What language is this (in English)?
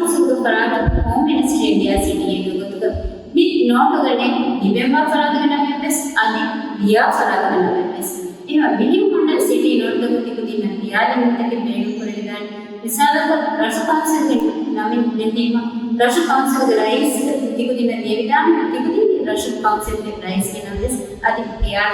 Divehi